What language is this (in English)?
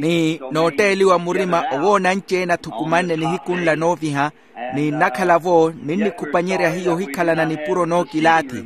Makhuwa